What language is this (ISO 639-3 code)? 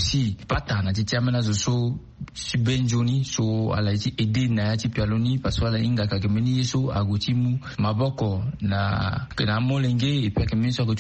sag